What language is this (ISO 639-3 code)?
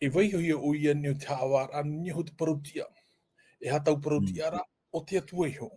tah